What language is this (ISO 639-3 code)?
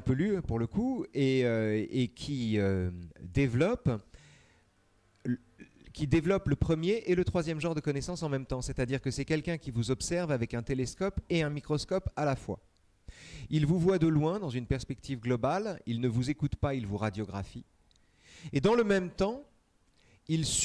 fra